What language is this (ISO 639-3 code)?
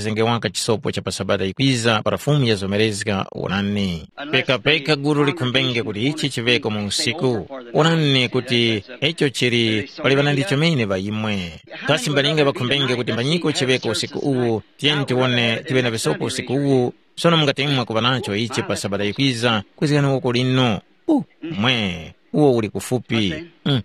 tum